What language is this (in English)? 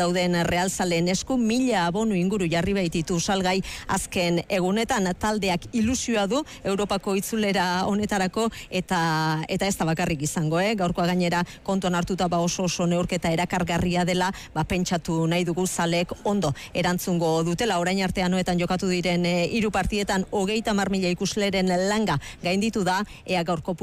Basque